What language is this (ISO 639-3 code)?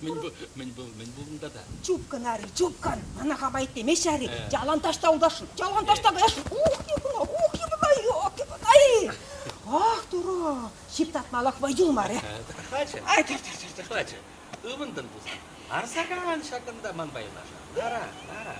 chv